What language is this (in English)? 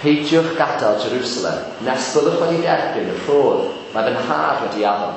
Welsh